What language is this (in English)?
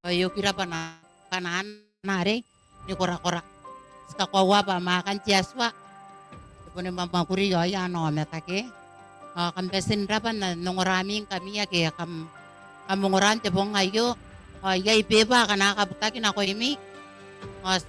Gilbertese